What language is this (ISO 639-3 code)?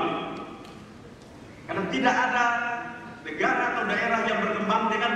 ind